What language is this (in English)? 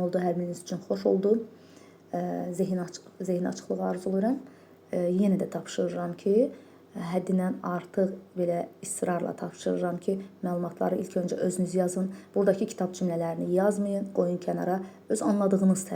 Azerbaijani